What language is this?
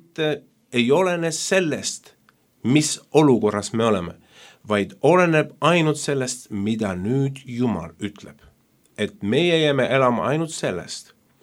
Estonian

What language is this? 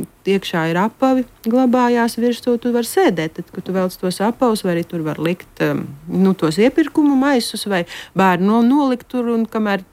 Latvian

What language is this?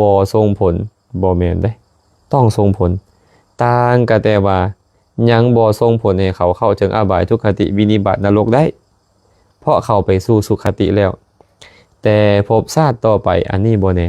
Lao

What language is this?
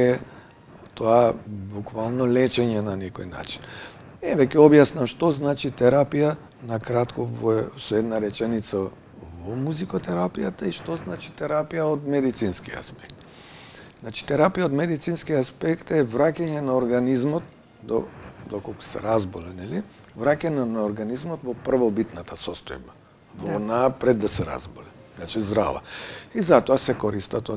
Macedonian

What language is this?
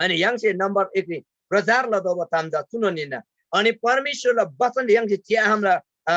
Eastern Tamang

